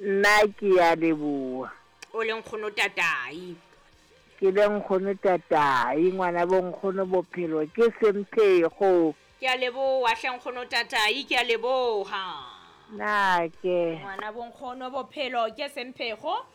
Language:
Southern Sotho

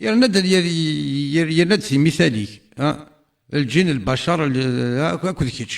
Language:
Kabyle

